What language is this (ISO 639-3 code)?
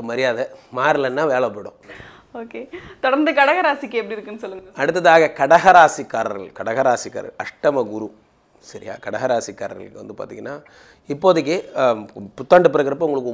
tam